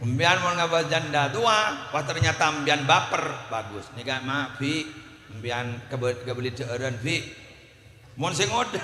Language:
Madurese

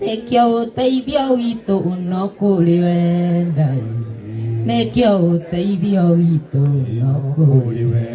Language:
Kikuyu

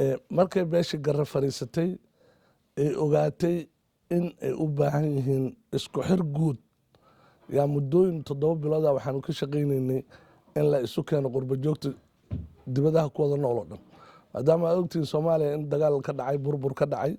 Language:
Somali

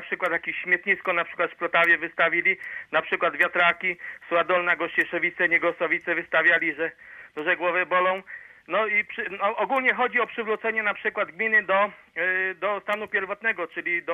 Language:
Polish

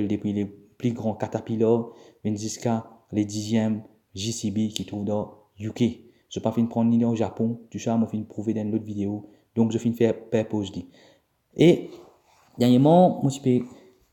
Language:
Morisyen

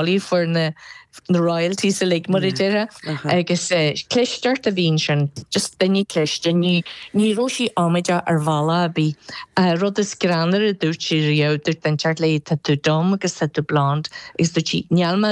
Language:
Irish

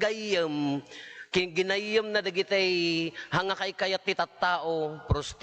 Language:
Iloko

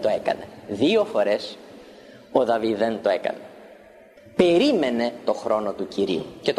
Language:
Greek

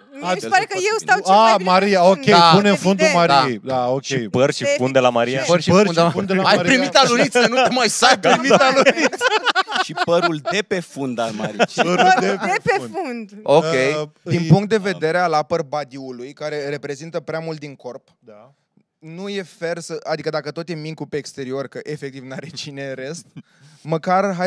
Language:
Romanian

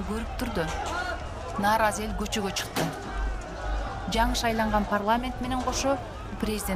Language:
Kyrgyz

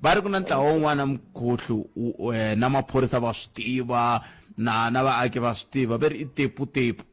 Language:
Tsonga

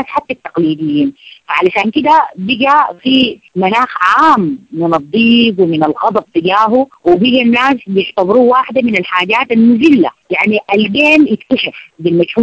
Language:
Sudanese Arabic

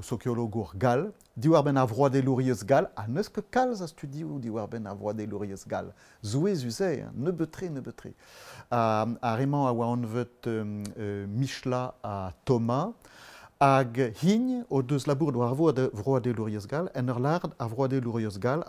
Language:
Breton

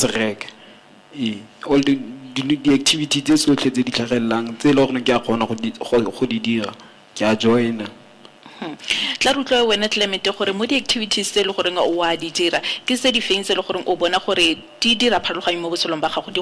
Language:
Tswana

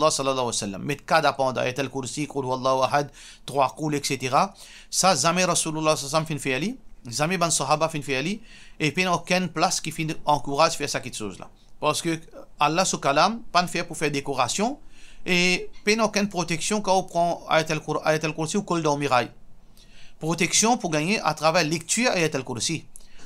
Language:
Morisyen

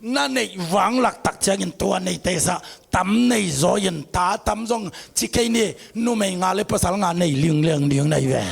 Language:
Tedim Chin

